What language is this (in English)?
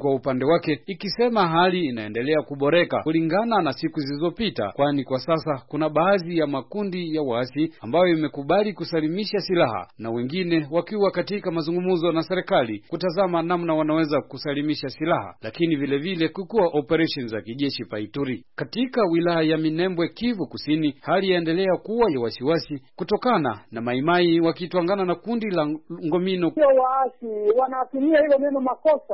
Swahili